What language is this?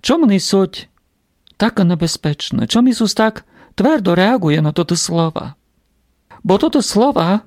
Rusyn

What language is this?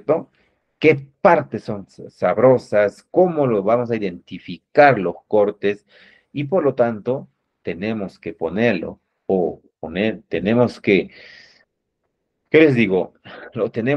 Spanish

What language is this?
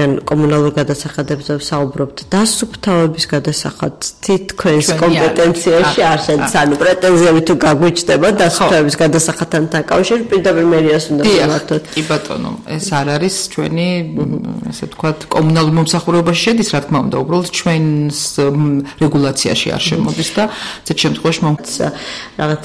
Georgian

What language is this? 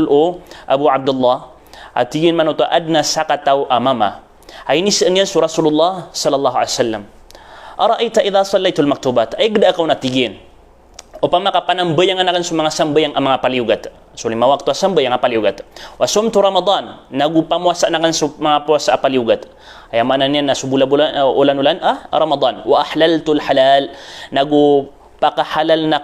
Maranao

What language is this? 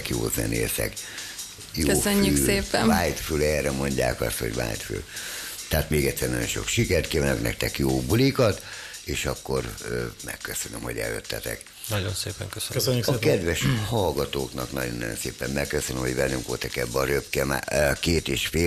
Hungarian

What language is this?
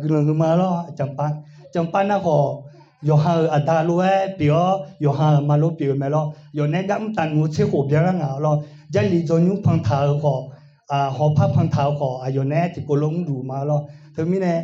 Akha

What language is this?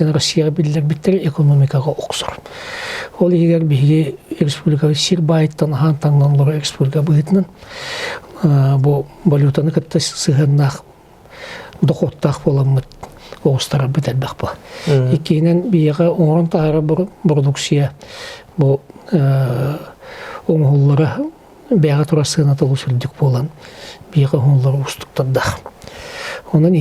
Yakut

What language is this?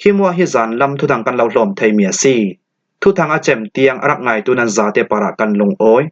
Falam Chin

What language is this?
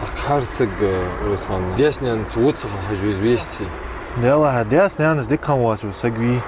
Ingush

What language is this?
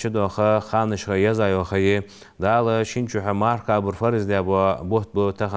Ingush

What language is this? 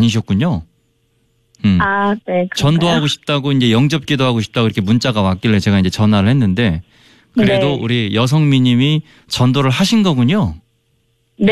Korean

